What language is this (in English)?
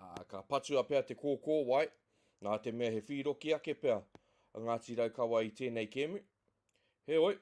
Māori